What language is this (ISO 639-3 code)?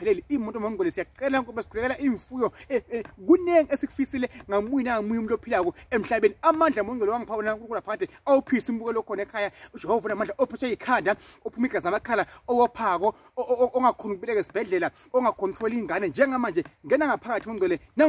zul